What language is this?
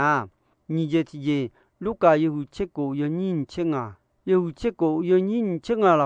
Akha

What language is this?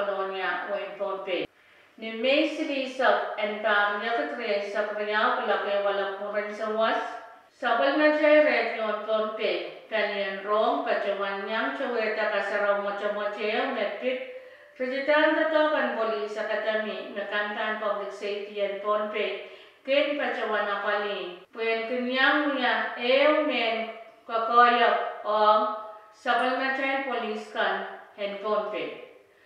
Pohnpeian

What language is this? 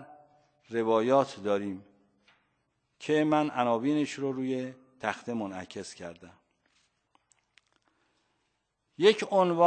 Persian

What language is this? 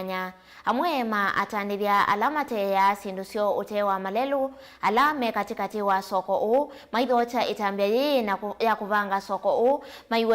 Kamba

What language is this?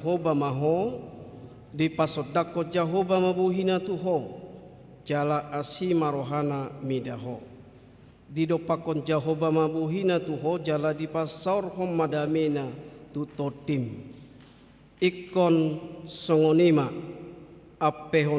Batak Toba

